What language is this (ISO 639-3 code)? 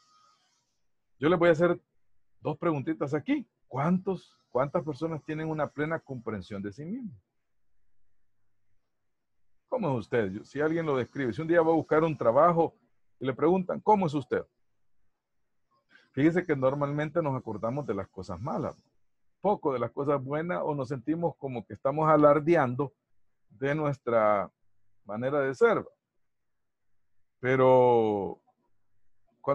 spa